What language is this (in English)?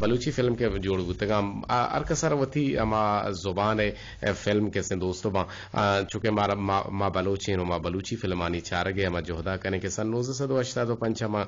Eastern Balochi